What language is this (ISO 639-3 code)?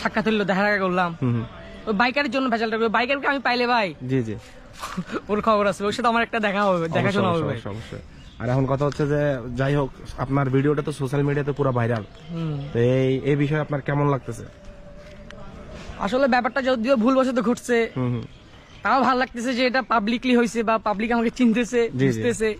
ben